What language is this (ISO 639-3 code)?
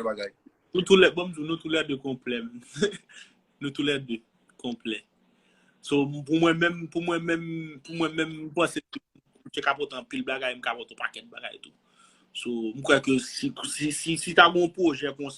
hat